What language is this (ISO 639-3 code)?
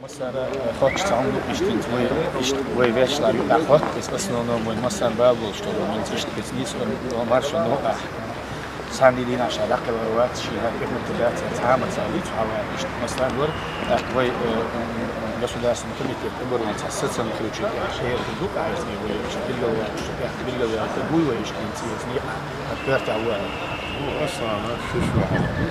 che